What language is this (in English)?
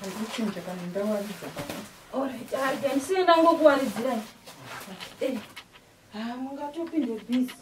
Shona